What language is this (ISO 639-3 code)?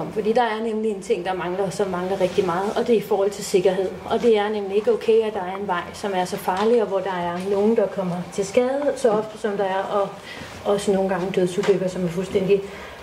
dan